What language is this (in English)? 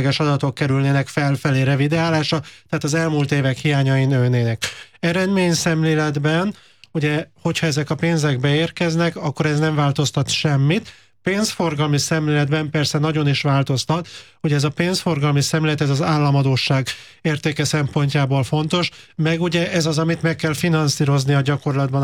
Hungarian